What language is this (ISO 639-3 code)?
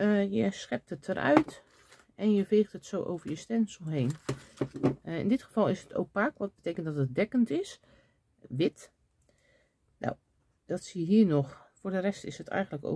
nld